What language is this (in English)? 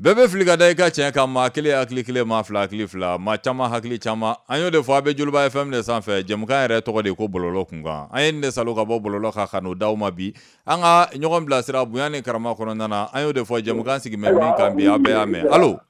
Bambara